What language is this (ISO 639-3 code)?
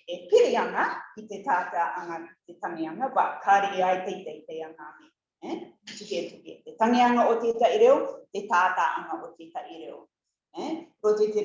rar